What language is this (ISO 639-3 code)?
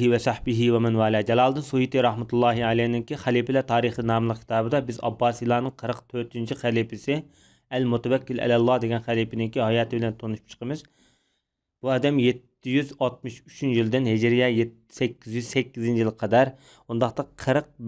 uig